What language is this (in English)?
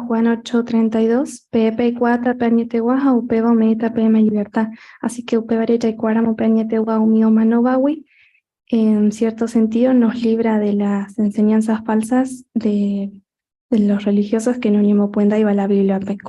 Guarani